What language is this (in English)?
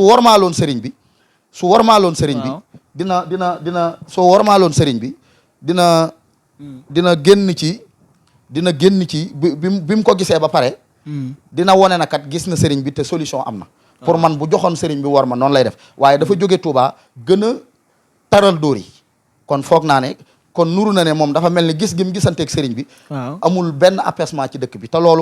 Wolof